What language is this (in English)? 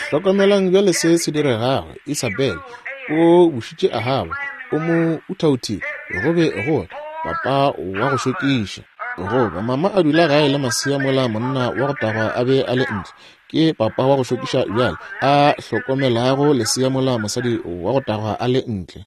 Northern Sotho